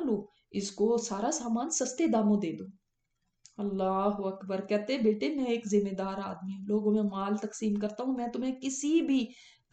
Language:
Urdu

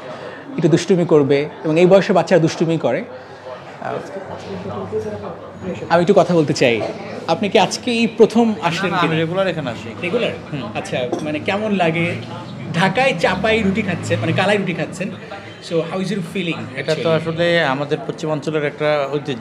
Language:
Bangla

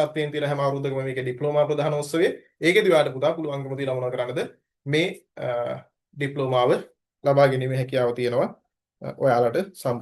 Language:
Sinhala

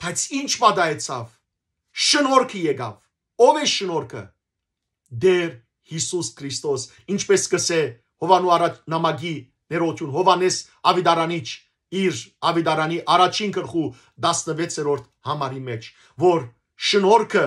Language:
Western Armenian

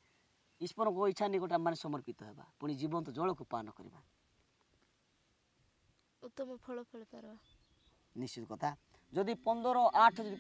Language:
Odia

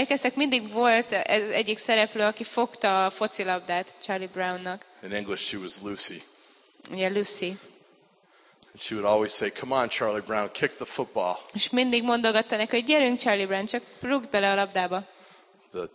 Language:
Hungarian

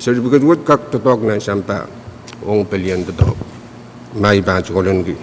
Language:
Pohnpeian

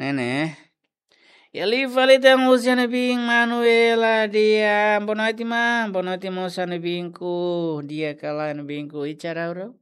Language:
Tetum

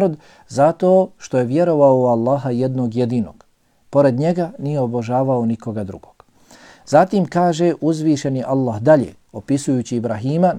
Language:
Bosnian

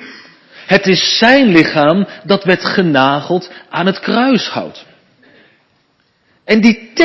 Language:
Dutch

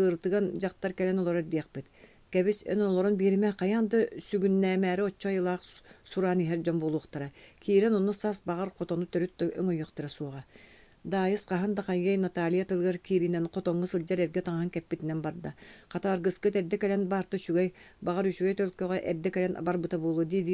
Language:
Yakut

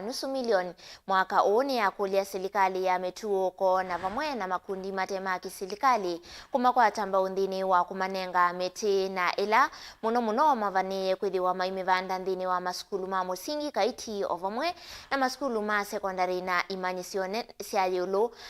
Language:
Kamba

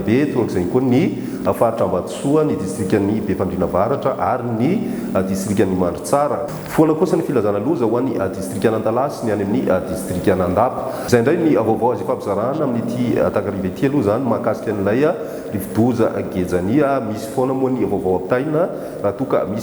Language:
Malagasy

